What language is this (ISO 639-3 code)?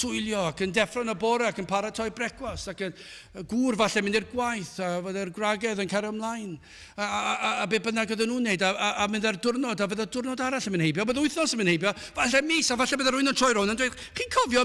cym